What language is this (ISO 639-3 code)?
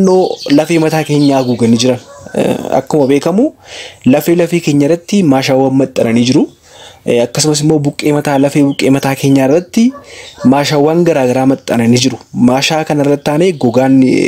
orm